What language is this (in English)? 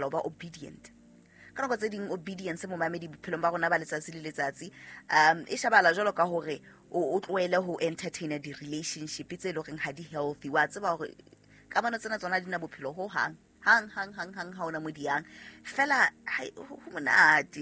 Southern Sotho